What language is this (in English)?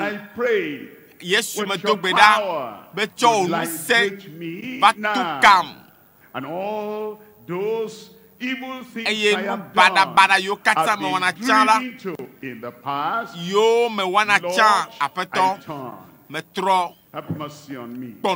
Ewe